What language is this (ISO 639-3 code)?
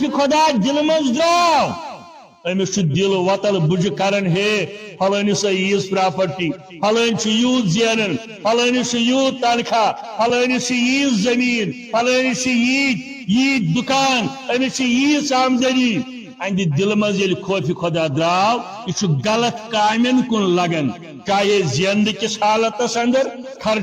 kas